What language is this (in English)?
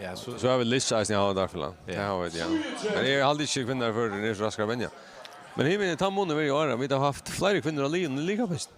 Faroese